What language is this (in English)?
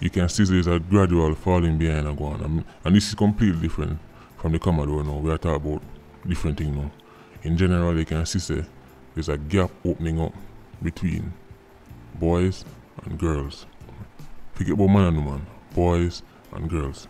Jamaican Creole English